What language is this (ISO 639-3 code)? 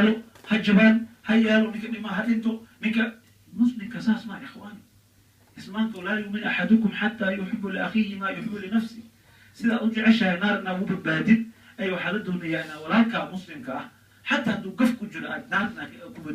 som